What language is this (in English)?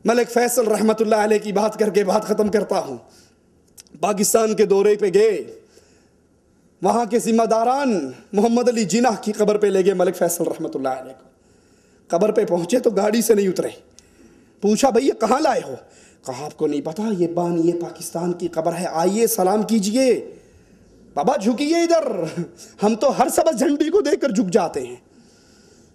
Urdu